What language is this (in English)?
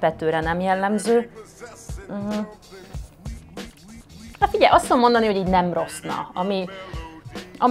Hungarian